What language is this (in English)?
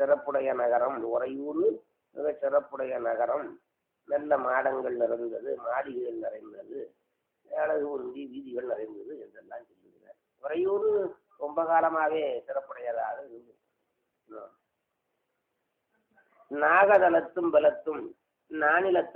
Tamil